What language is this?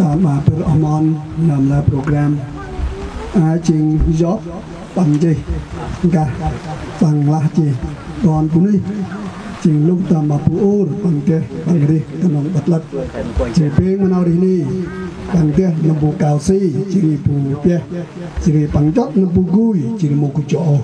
Central Mnong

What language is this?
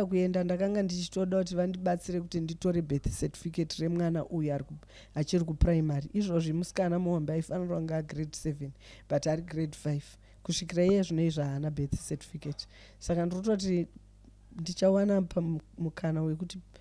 Shona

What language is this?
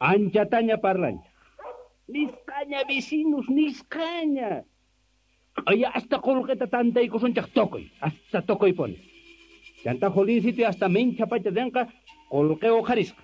South Bolivian Quechua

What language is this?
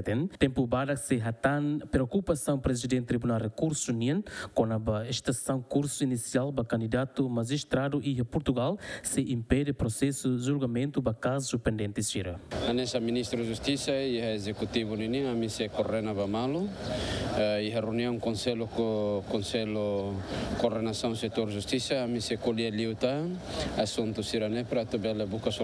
Tetum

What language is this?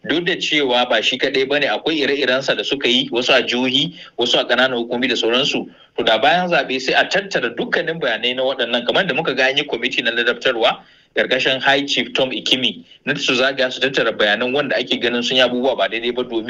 Hausa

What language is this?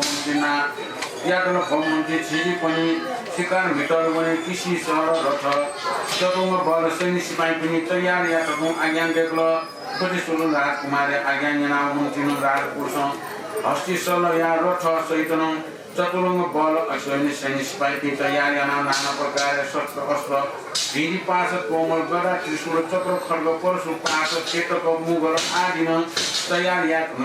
Newari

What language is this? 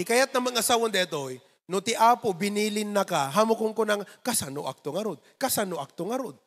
Iloko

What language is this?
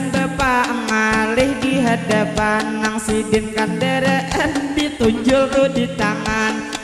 Banjar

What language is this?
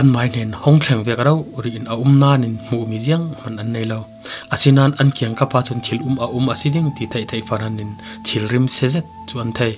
Falam Chin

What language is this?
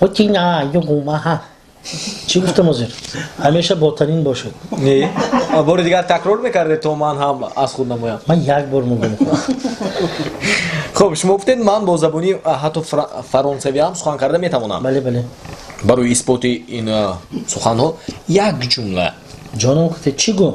Tajik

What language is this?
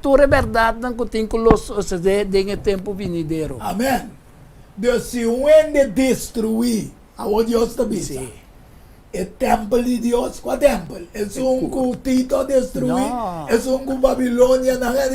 Papiamento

